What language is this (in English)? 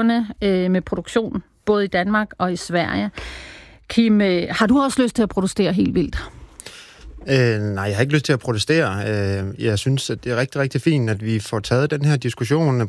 Danish